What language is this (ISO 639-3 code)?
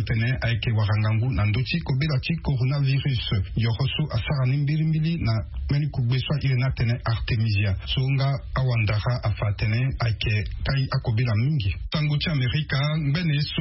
sag